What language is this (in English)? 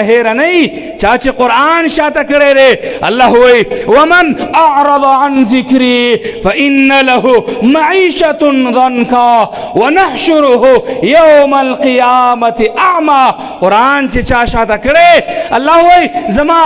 Pashto